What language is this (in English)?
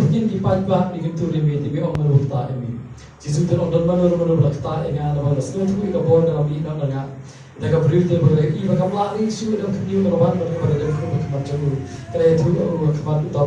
Khasi